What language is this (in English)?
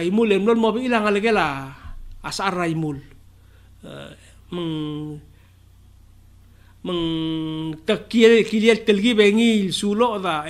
Palauan